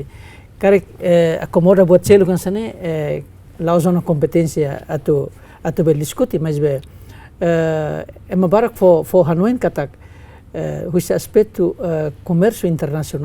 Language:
Tetum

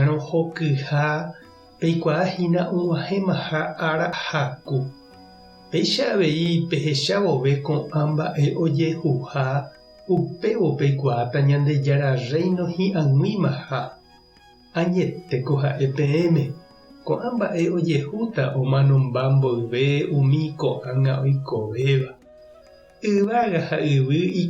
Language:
Guarani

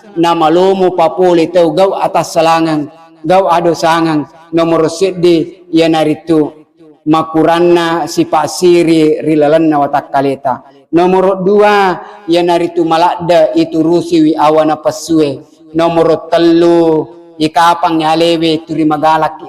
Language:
Buginese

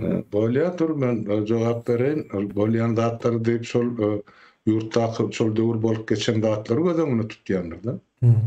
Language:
Turkmen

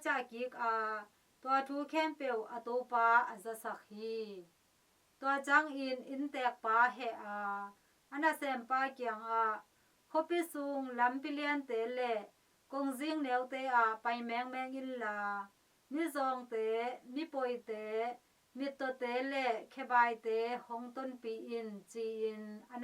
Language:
Tedim Chin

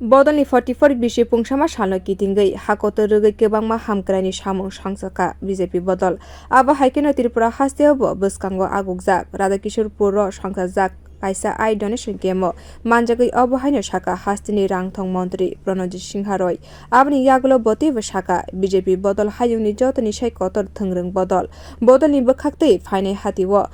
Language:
Kok Borok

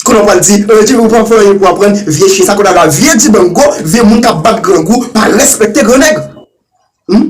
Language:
Haitian Creole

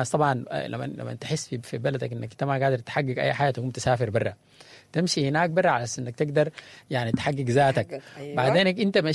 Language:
Sudanese Arabic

